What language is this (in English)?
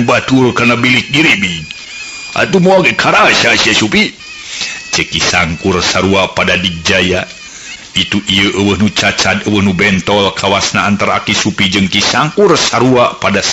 Sundanese